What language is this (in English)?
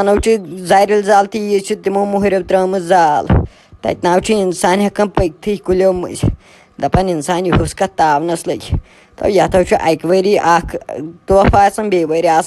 Kashmiri